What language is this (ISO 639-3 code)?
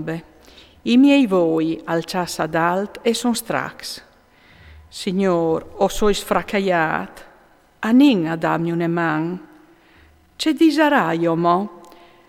fur